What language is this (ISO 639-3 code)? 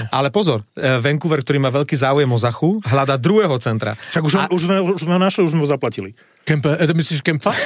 slk